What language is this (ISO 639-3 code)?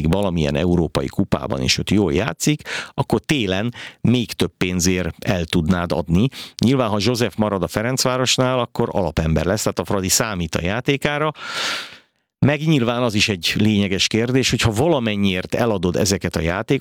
hun